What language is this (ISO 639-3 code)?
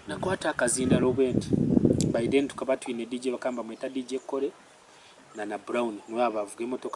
nyn